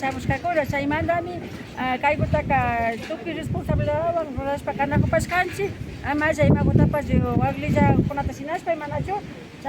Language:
Imbabura Highland Quichua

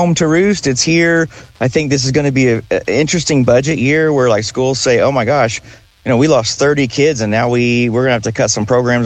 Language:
English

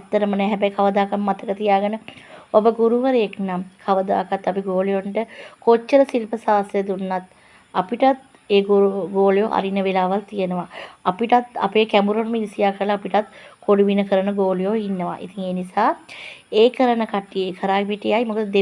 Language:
Sinhala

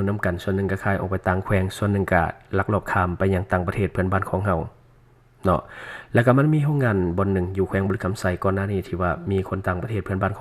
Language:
Lao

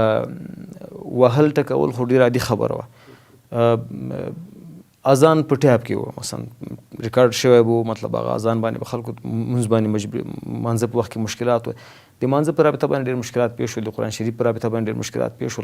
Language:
Pashto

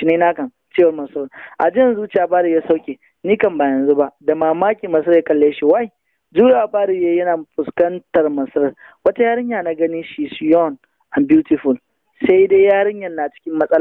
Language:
Hausa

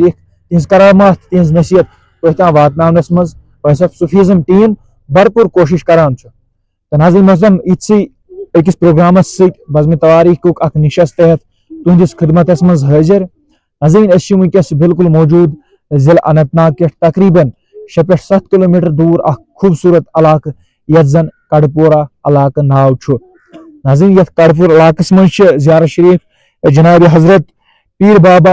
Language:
Kashmiri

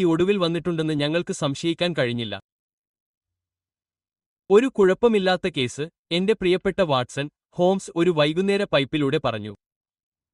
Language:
Malayalam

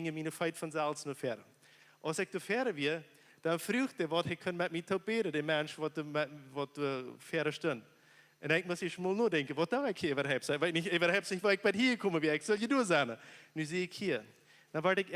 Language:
Plautdietsch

